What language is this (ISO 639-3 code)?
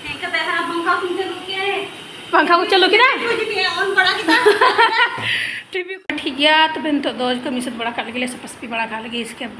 sat